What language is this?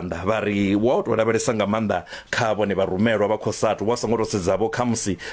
Venda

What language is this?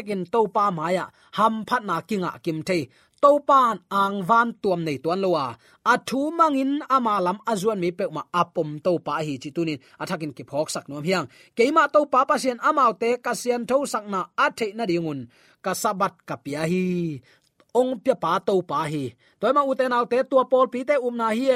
Tedim Chin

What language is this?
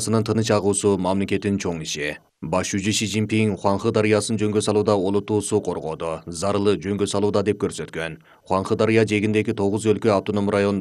Kyrgyz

